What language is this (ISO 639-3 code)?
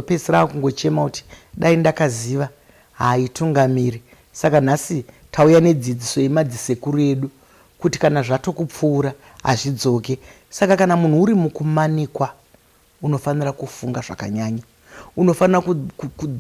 sna